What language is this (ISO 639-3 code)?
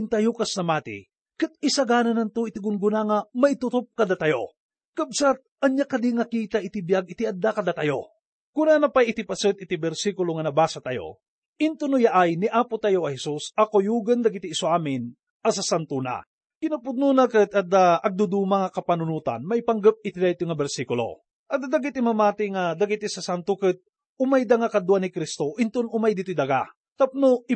ilo